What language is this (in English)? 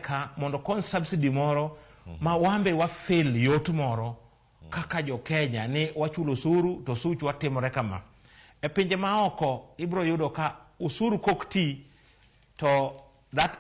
Luo (Kenya and Tanzania)